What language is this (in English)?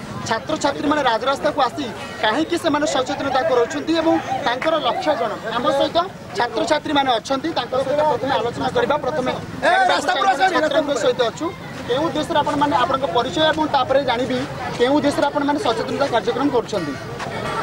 Odia